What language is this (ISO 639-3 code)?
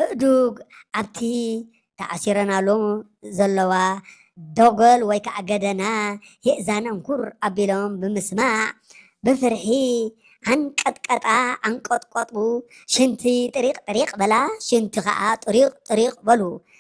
tir